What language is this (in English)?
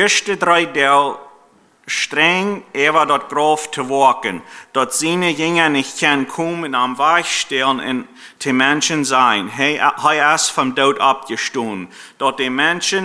Plautdietsch